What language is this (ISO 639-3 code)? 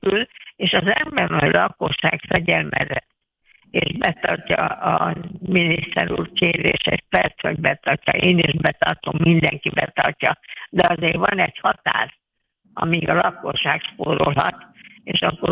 hun